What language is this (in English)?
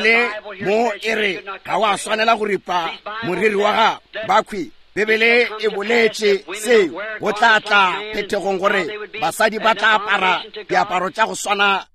Northern Sotho